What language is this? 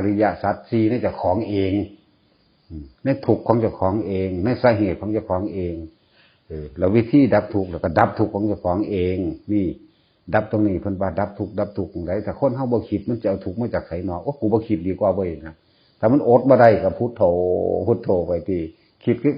Northeastern Thai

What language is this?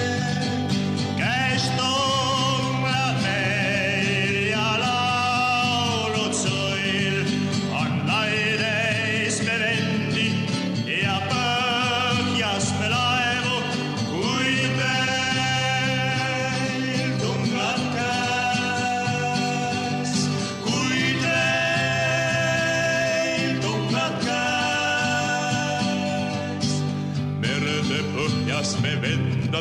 Estonian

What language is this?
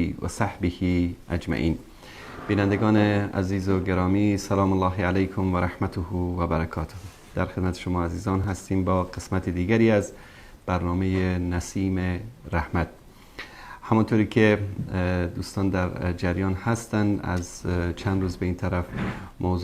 Persian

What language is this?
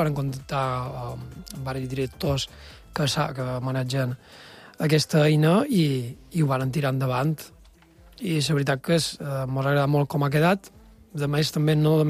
Catalan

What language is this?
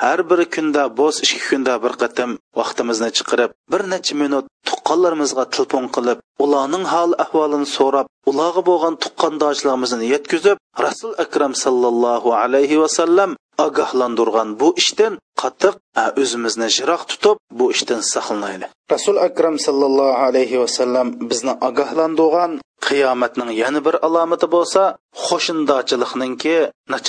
Uyghur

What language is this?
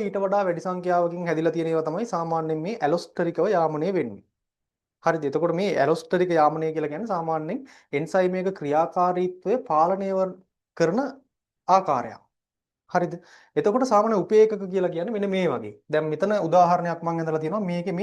Sinhala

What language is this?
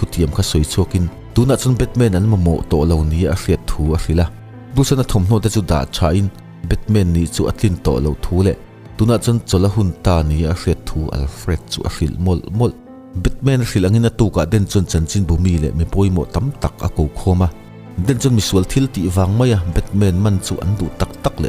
Mizo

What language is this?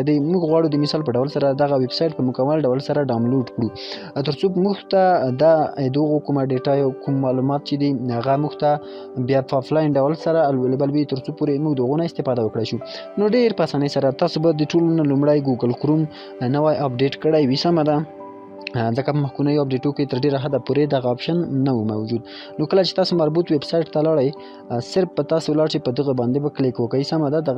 Pashto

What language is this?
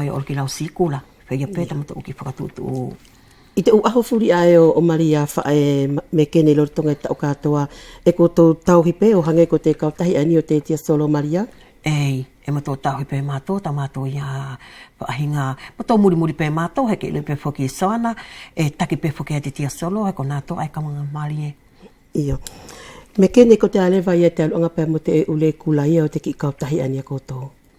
Wallisian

